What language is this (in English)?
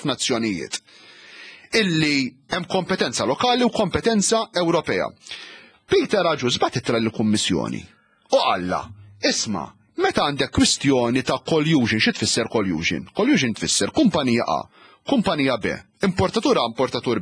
Maltese